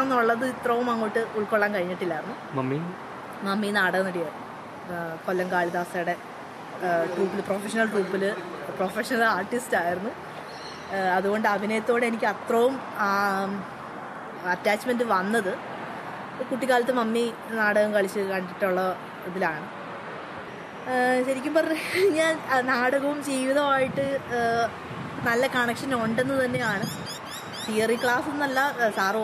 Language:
Malayalam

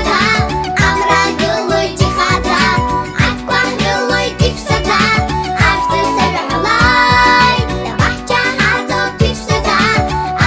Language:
Abkhazian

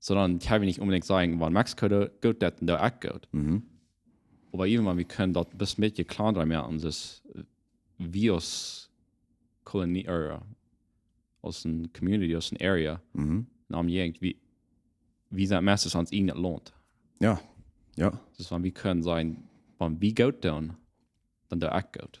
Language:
Plautdietsch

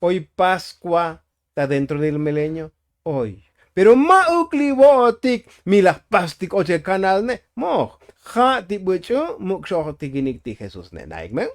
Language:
Tzotzil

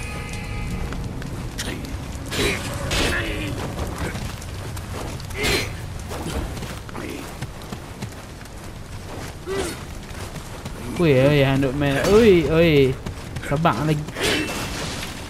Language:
Malay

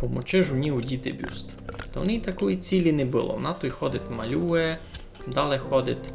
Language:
Rusyn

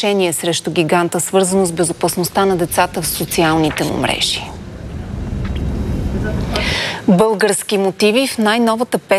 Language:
Bulgarian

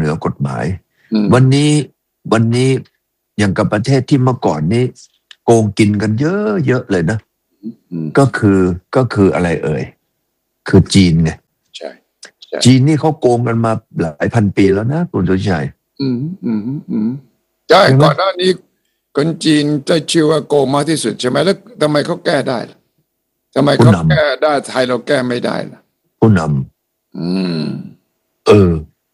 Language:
Thai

